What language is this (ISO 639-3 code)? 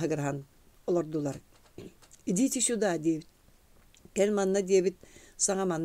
sah